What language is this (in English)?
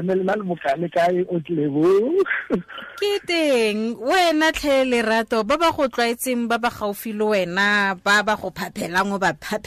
Tswana